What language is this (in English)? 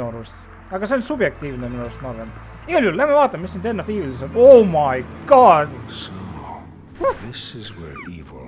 Estonian